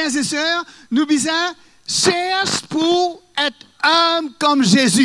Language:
Morisyen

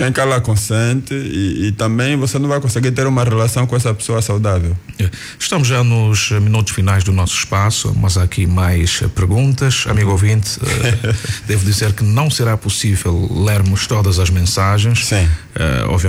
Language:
Portuguese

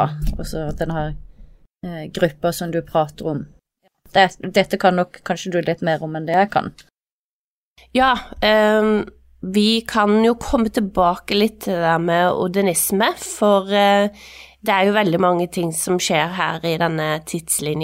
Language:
Norwegian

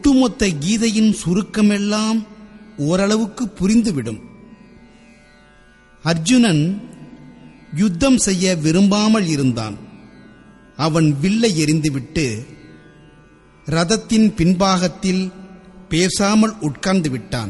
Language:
Tamil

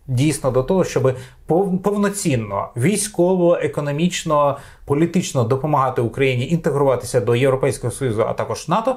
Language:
Ukrainian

